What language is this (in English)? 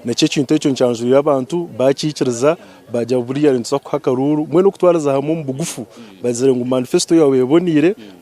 Nyankole